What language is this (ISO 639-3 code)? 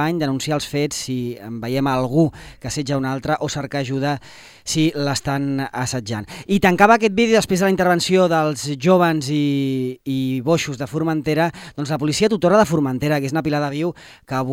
cat